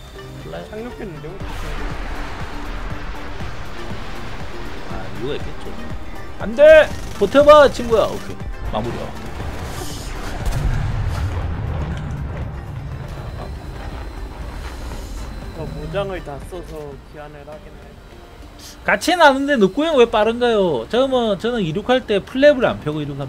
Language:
Korean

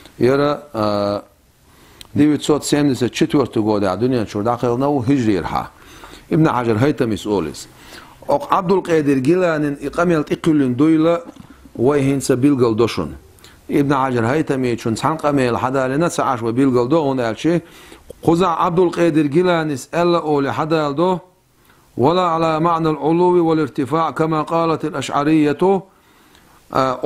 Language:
Chechen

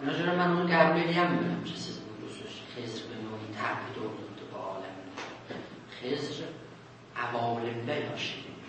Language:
South Azerbaijani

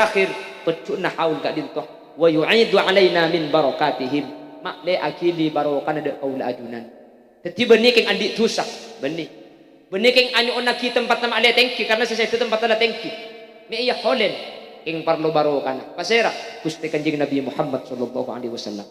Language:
Madurese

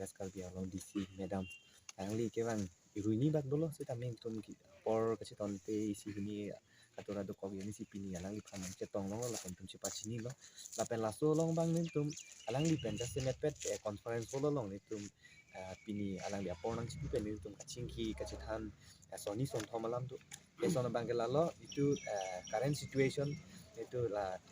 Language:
Karbi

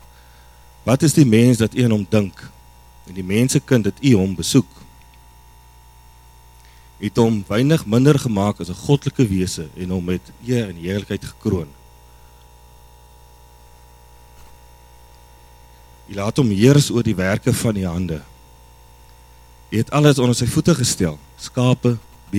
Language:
Afrikaans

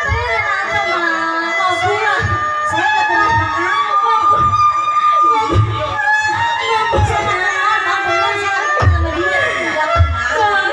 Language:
Betawi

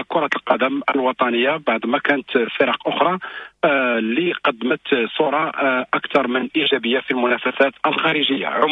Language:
Moroccan Arabic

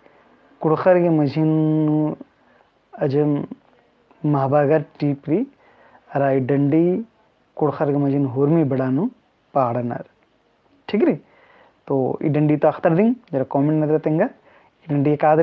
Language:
Kurukh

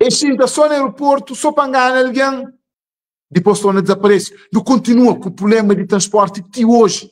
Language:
Kabuverdianu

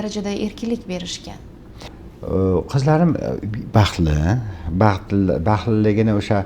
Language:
Uzbek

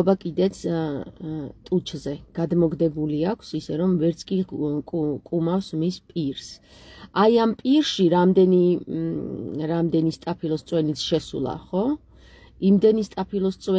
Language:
Georgian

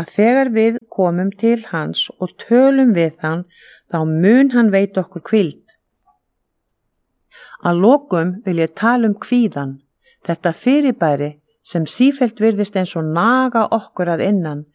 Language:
Icelandic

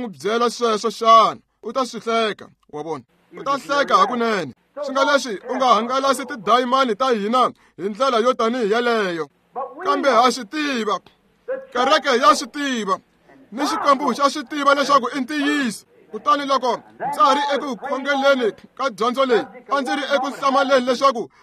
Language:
Tsonga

